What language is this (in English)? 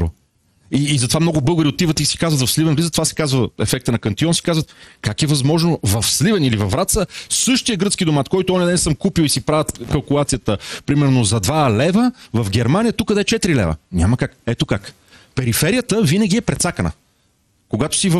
Bulgarian